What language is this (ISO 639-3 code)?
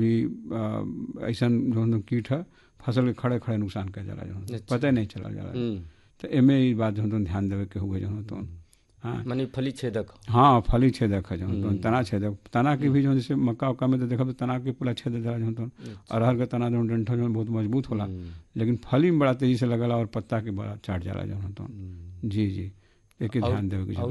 bho